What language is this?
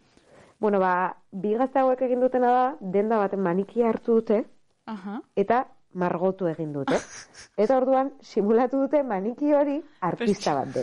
Basque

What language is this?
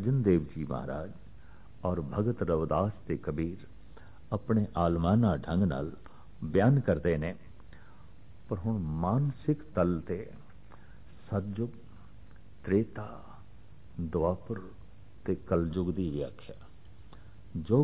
Punjabi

